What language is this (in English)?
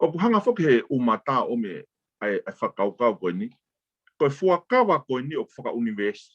Tongan